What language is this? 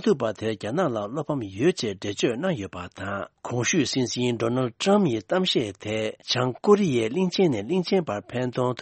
Tibetan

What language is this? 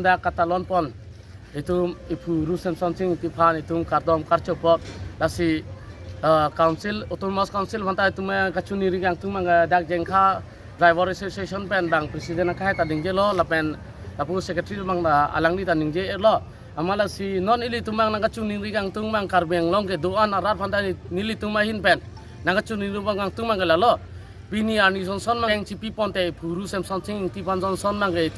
Karbi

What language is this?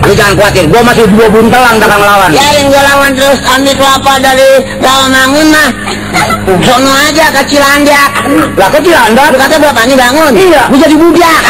Betawi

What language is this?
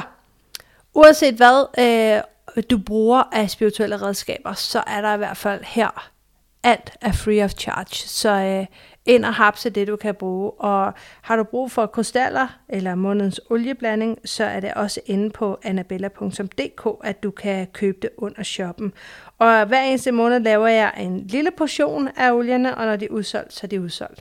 Danish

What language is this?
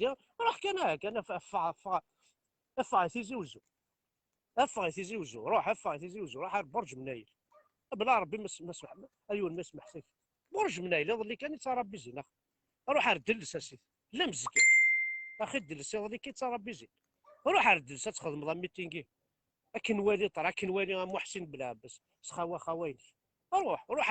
Kabyle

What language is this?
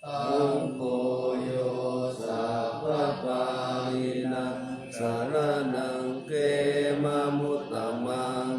Pali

